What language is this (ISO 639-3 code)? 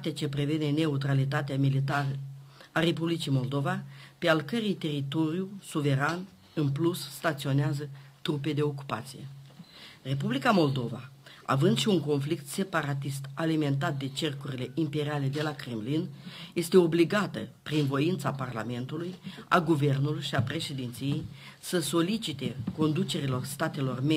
ron